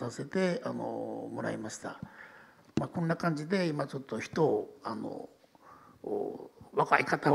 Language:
Japanese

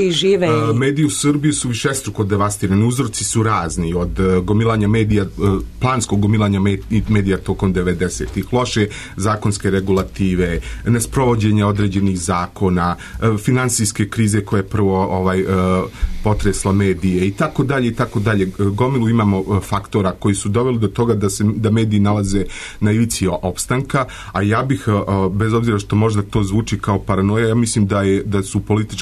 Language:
Serbian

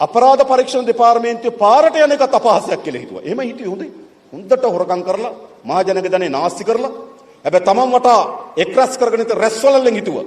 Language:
Sinhala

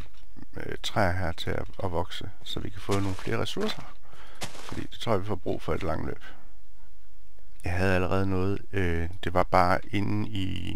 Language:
Danish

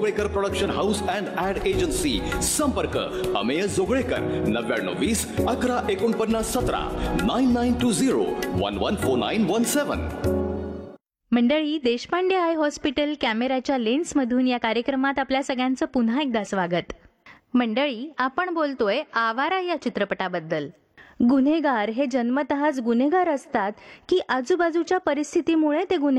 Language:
Marathi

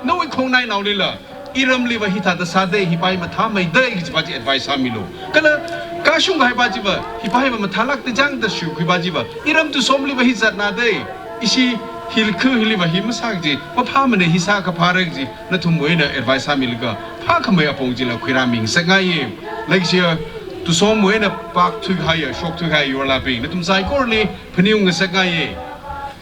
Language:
Tangkhul Naga (India)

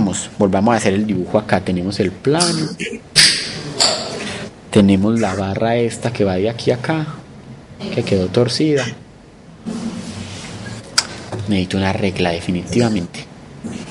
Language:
Spanish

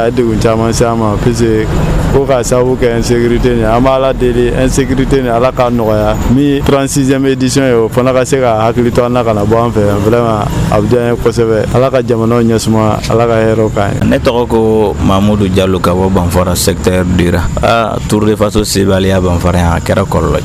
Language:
Dyula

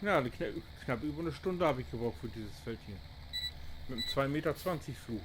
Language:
Low German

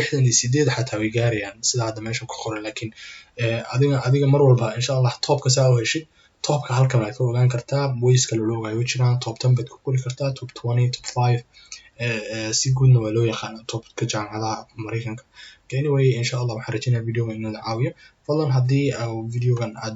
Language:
Somali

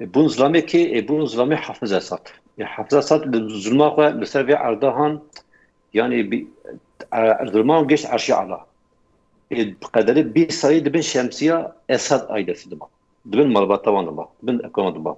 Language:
Kurdish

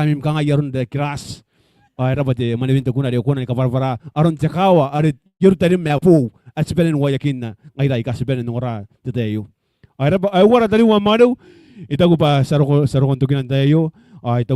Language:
Gilbertese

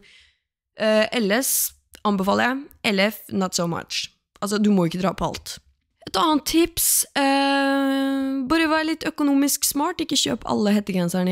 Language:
Norwegian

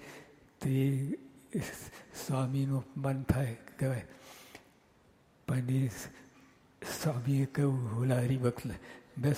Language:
Gujarati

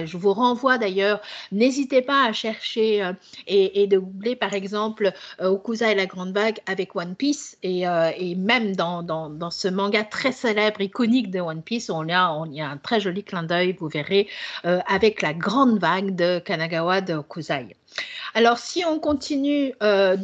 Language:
French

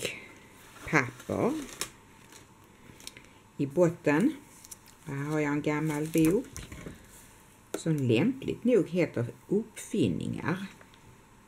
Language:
Swedish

